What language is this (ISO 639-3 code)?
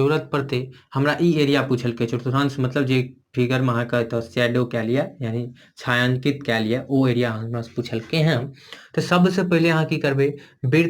mai